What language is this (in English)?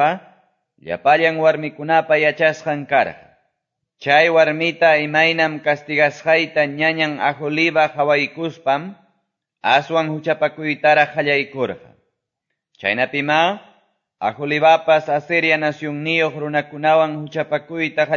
Quechua